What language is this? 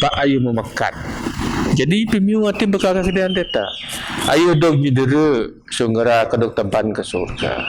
Biatah Bidayuh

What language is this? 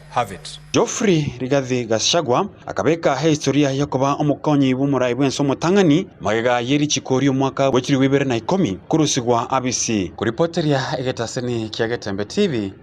Gusii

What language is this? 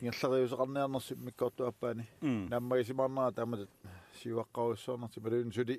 Kalaallisut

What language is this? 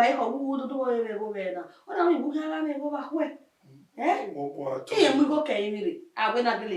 Bini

